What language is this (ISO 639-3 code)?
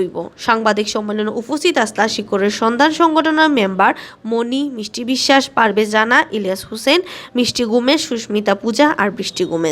syl